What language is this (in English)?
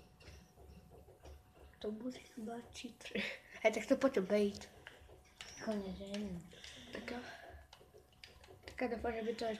Czech